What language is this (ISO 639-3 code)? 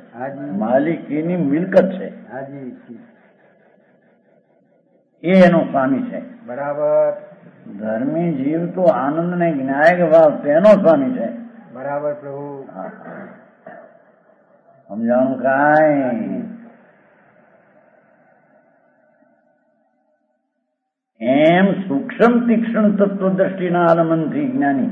guj